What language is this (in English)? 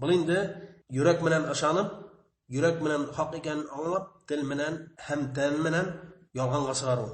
Bashkir